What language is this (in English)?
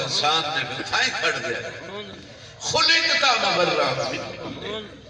Saraiki